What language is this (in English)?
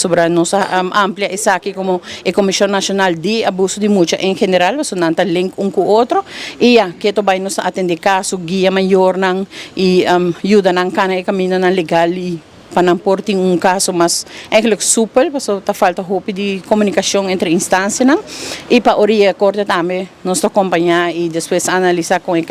Papiamento